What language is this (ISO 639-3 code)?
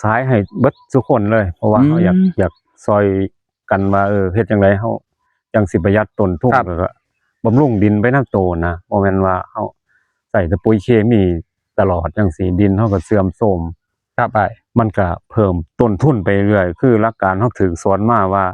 tts